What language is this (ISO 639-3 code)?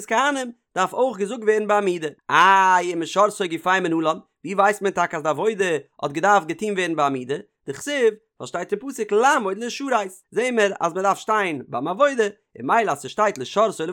yid